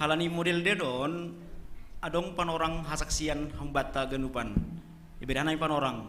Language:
Batak Simalungun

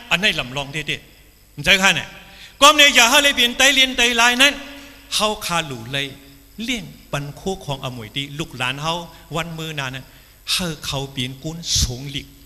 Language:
Shan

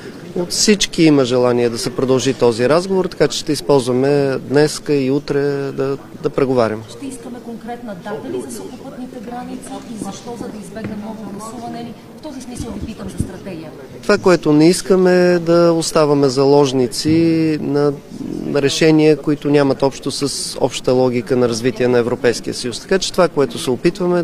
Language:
Bulgarian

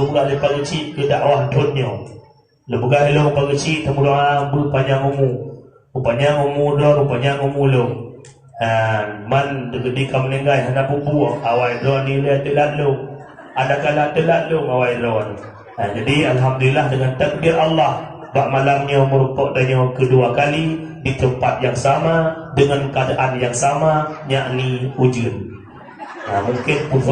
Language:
Achinese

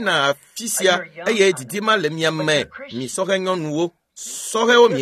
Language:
Ewe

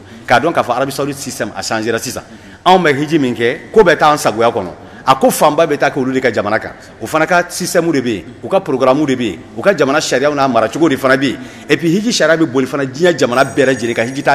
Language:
Bambara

